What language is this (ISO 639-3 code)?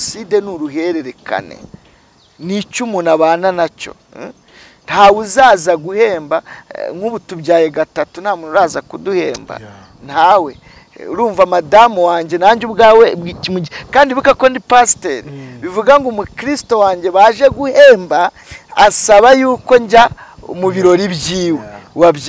kin